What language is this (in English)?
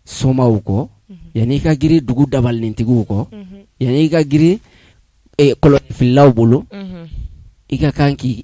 Bambara